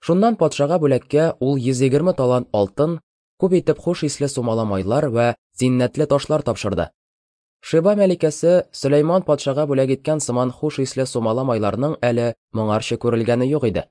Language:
Tatar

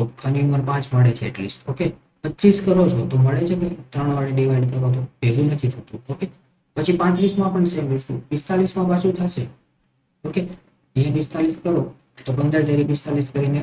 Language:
Gujarati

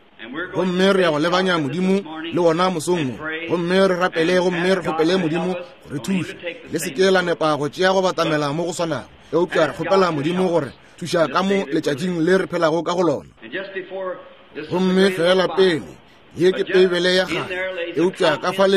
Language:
Northern Sotho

